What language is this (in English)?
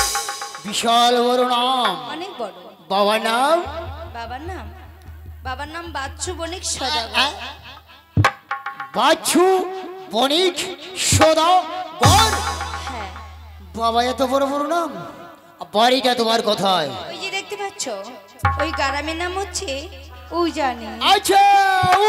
Bangla